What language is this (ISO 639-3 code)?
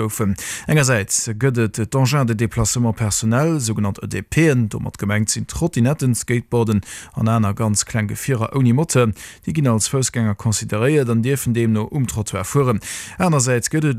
ltz